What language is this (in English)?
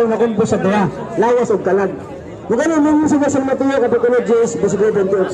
Cebuano